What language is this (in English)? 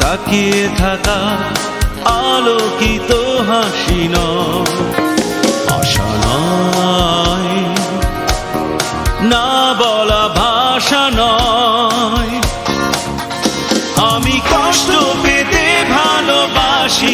Bangla